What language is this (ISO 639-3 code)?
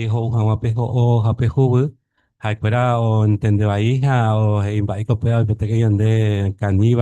grn